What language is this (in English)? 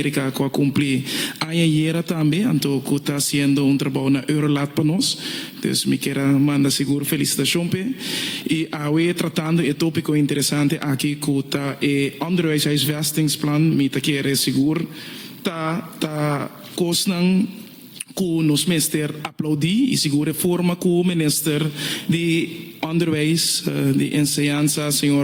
Papiamento